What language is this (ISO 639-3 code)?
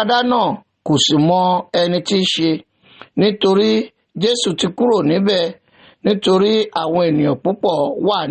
yor